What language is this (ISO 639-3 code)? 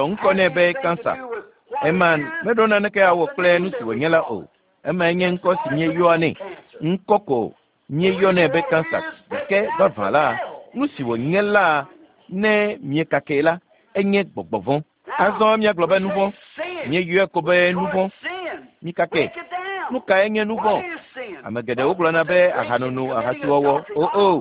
ewe